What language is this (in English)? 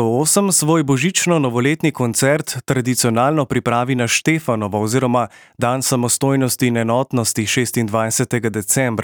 Slovenian